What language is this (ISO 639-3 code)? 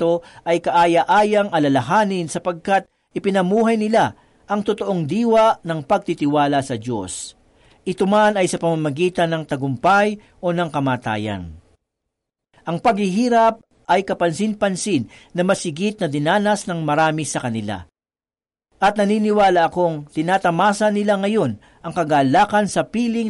fil